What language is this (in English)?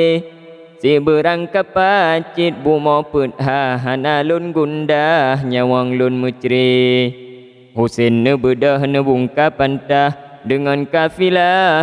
Achinese